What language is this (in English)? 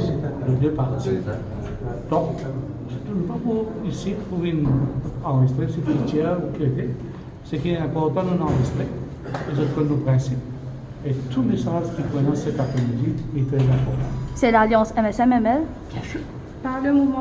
Morisyen